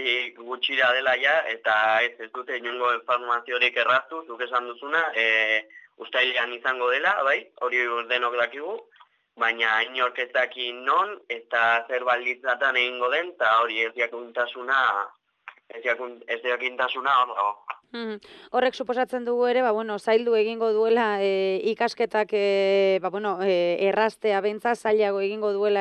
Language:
Basque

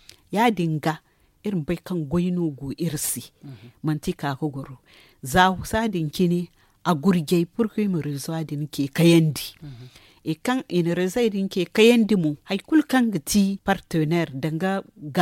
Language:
Zarma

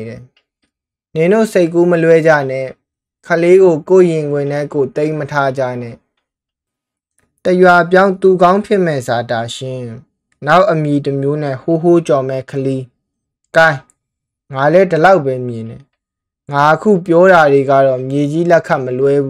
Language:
Burmese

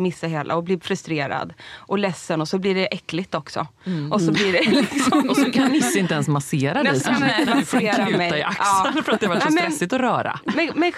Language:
Swedish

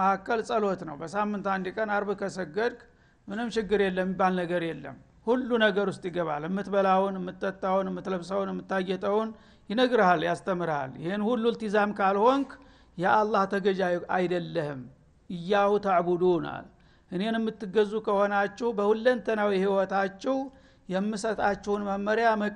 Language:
Amharic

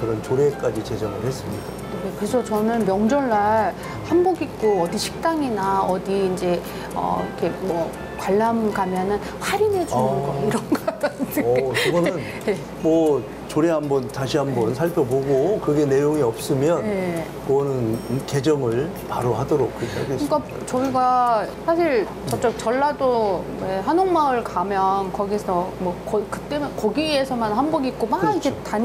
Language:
Korean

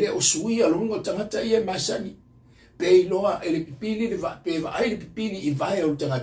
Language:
Samoan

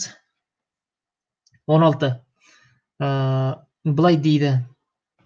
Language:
Kazakh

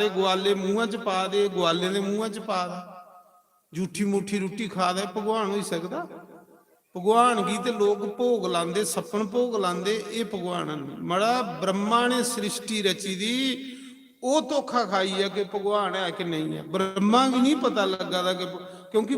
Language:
Dogri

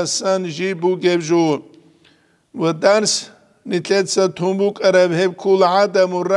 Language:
Avaric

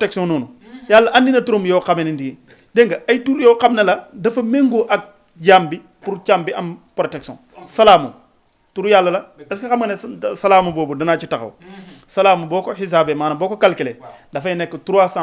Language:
Wolof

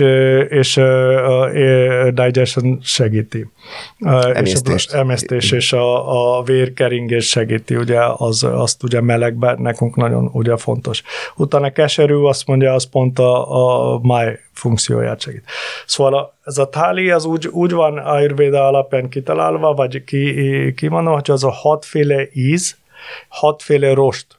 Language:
Hungarian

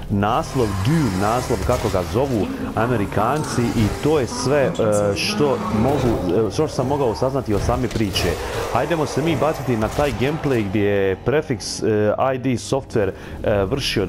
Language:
Croatian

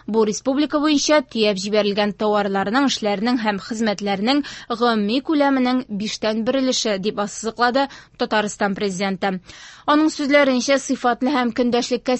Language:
Tatar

